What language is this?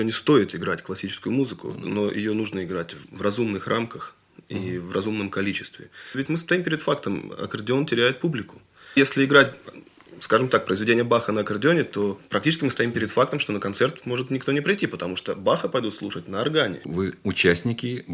Russian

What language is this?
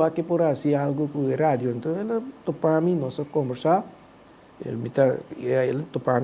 Papiamento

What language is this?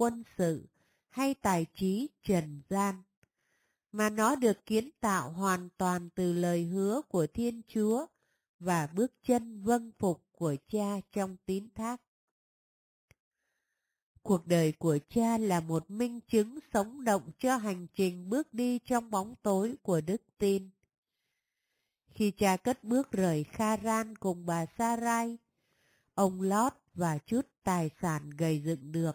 Vietnamese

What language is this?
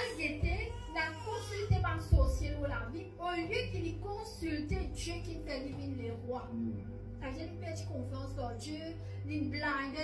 Morisyen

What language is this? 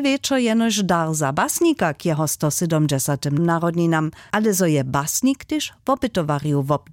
Upper Sorbian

